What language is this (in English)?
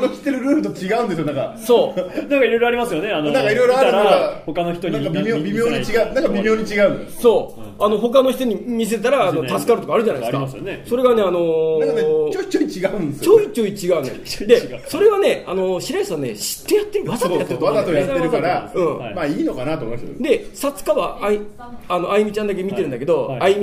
Japanese